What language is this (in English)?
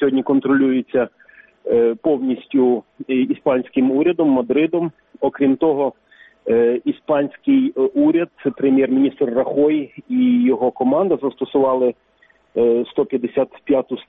Ukrainian